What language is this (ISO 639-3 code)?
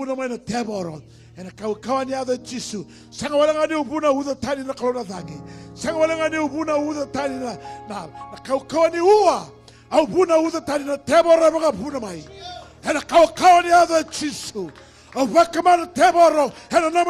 fij